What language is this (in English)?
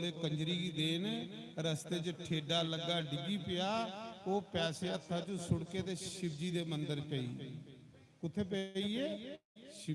Dogri